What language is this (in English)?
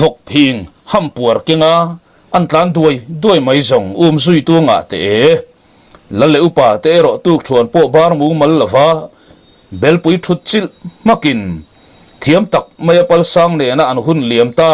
Mizo